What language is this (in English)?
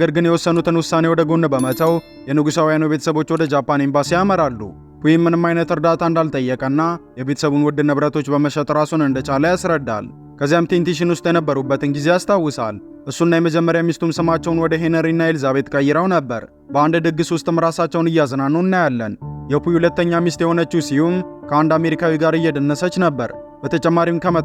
Amharic